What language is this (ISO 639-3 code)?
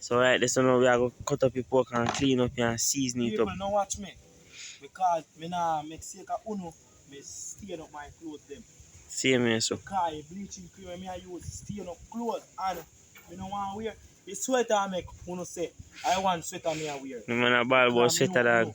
jam